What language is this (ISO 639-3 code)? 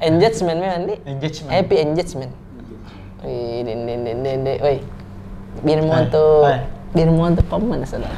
mfp